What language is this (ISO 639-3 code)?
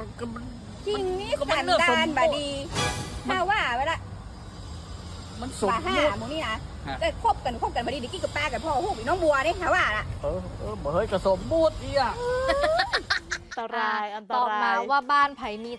tha